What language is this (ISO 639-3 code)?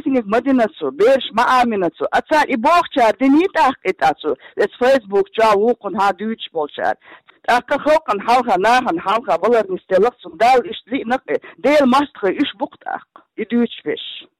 che